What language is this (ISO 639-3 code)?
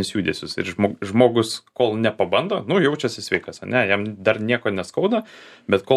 lit